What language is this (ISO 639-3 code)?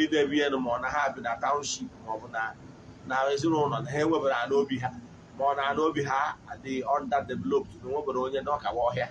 ibo